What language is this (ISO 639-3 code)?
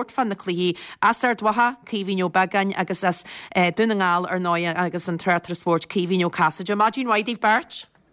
gle